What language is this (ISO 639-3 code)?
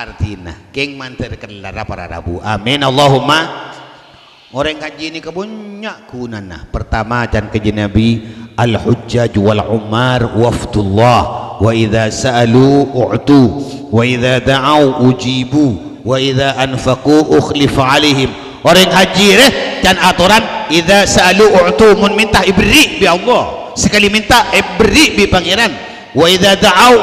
mad